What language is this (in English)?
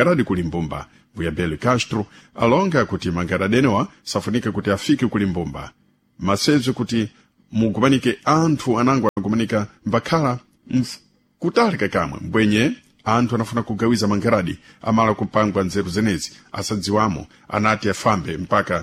Sena